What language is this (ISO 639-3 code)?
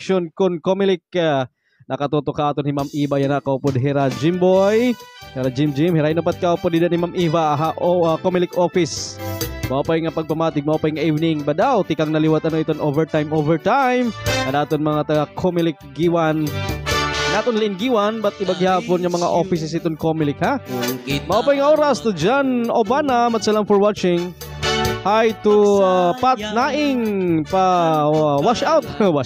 war